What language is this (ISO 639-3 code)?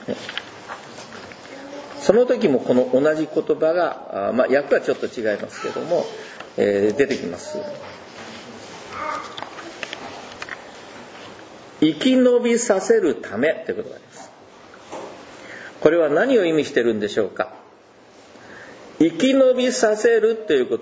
jpn